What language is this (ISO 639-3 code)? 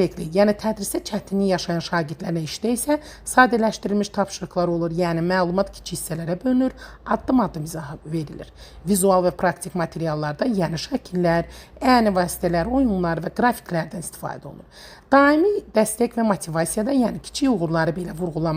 aze